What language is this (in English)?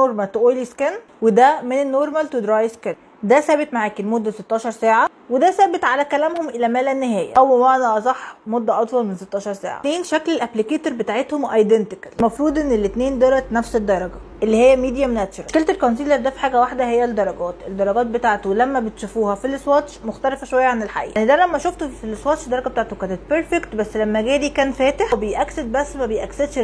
Egyptian Arabic